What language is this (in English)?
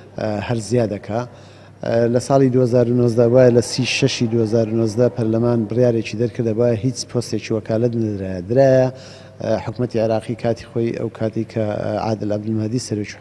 Central Kurdish